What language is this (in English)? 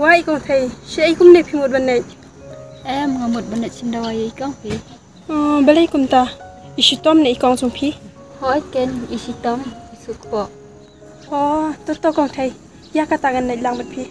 Khasi